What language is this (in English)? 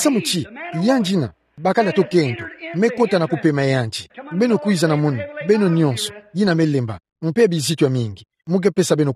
Kituba (Democratic Republic of Congo)